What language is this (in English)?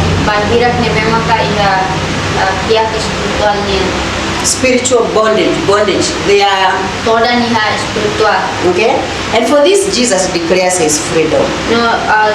Tetum